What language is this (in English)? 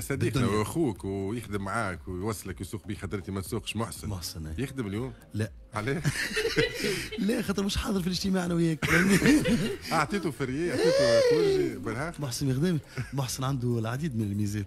Tunisian Arabic